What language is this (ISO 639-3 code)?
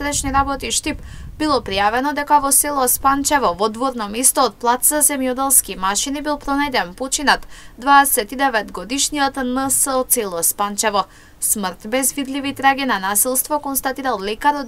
mkd